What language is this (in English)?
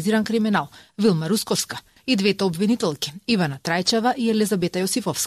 Macedonian